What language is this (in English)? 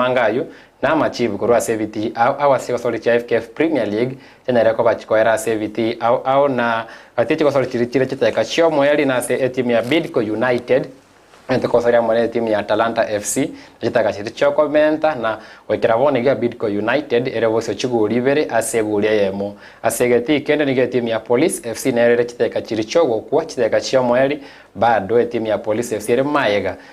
Gusii